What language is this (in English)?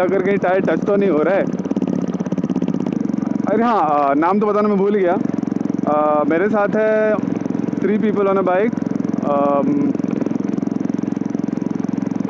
Hindi